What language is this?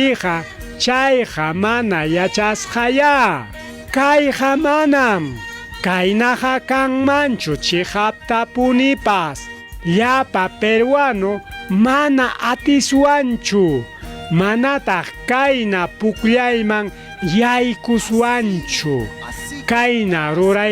Ayacucho Quechua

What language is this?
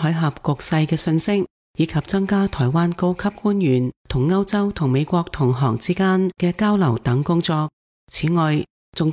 Cantonese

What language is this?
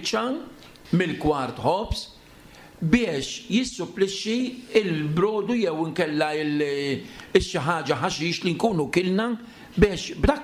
Maltese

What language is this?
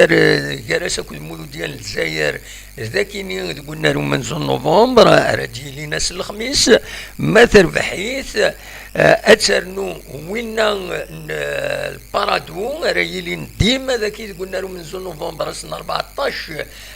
Kabyle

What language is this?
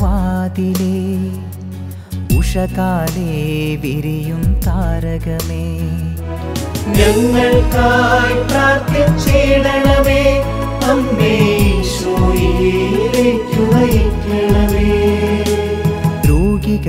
Malayalam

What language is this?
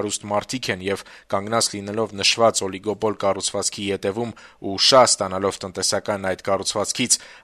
Armenian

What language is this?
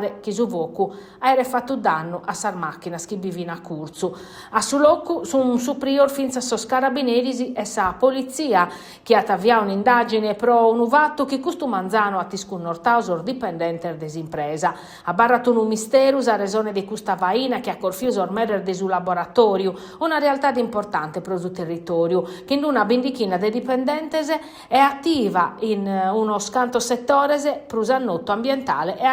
Sardinian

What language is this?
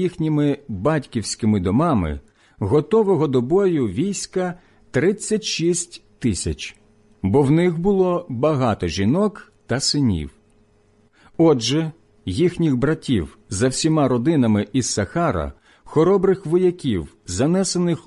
Ukrainian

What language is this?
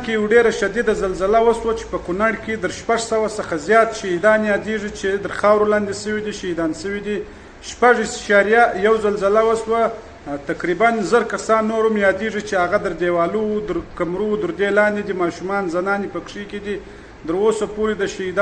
Pashto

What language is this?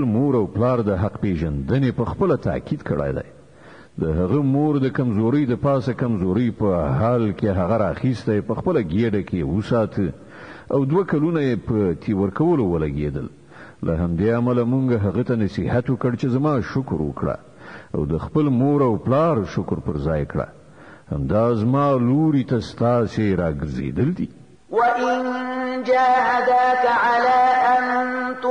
Pashto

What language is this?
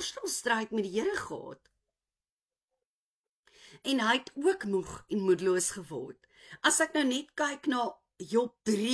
Afrikaans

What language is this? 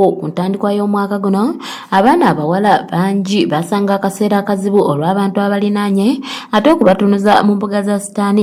Ganda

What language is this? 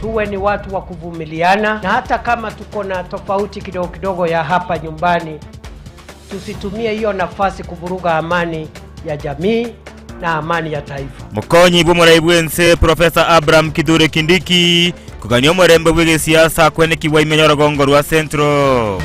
Gusii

